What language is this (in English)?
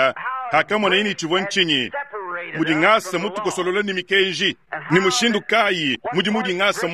Luba-Lulua